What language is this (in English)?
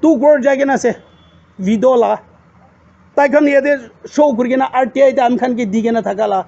Naga Pidgin